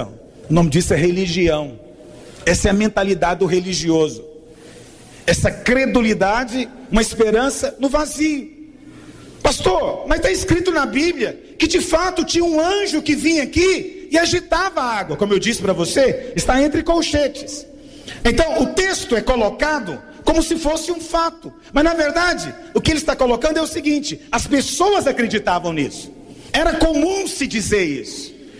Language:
Portuguese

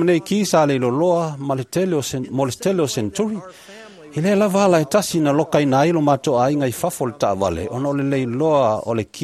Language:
Samoan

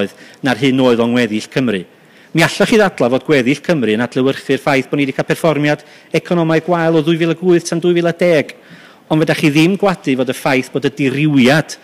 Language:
Welsh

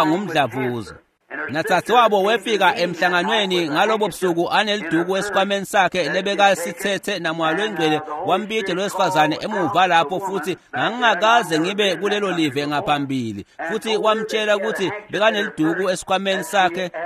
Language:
Swati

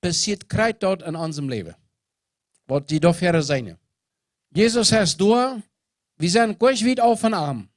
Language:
Plautdietsch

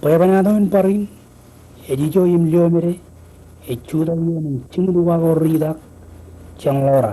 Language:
Marshallese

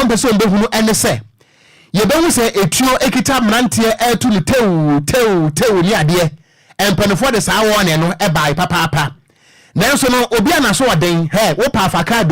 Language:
Akan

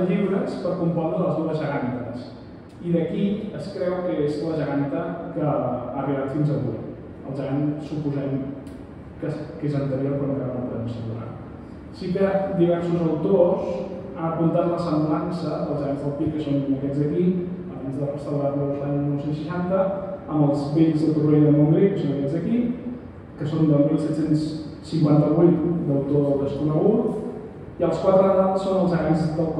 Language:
Catalan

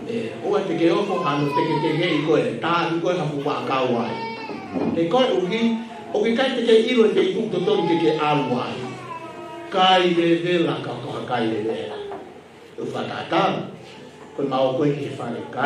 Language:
Tongan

